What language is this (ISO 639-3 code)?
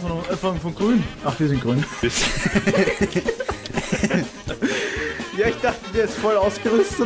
deu